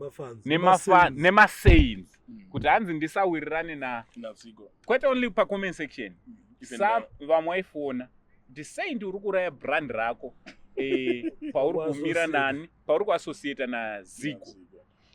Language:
Shona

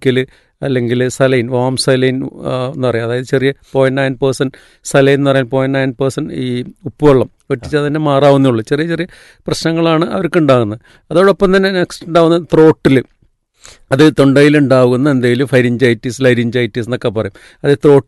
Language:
Malayalam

